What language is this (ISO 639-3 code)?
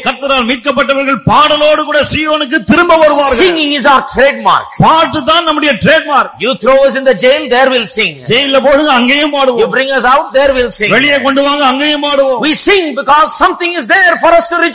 tam